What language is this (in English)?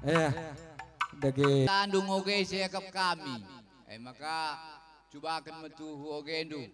Batak Karo